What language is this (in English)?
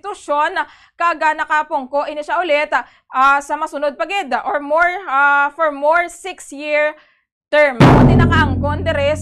Hiligaynon